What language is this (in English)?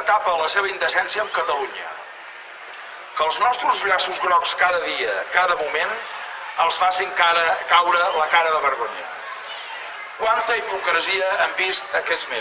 Catalan